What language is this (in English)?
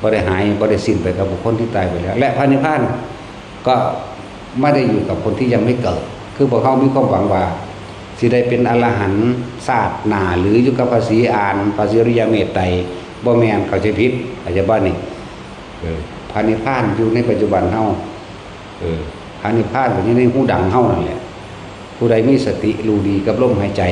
Northeastern Thai